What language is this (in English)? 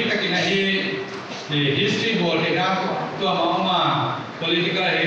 Paite Chin